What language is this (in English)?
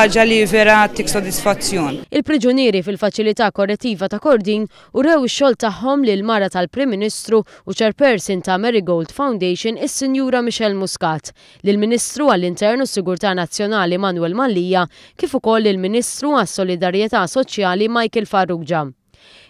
Maltese